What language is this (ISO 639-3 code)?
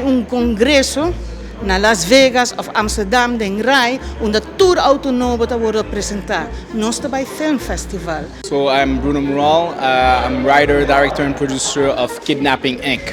pap